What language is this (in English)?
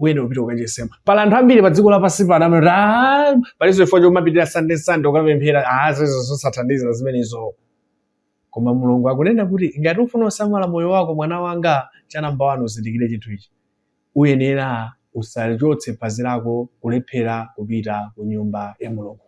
Nyanja